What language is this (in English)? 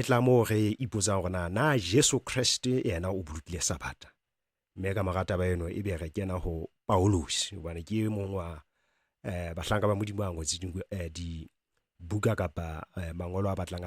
Southern Sotho